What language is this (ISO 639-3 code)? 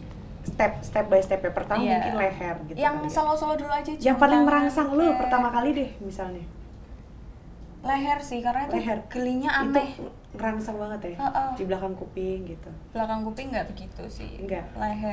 ind